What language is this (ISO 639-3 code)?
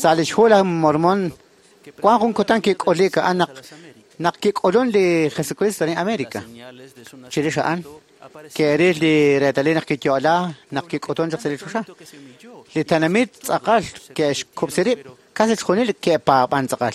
kek